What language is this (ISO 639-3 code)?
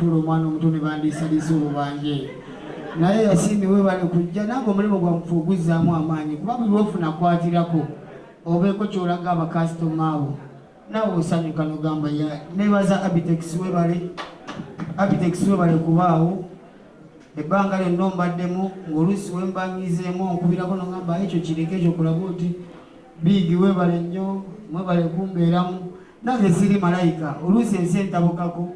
lug